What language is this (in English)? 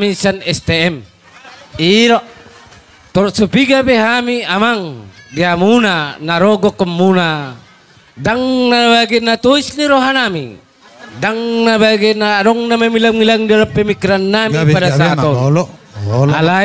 Batak Toba